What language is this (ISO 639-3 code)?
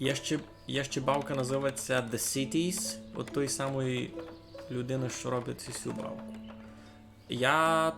rue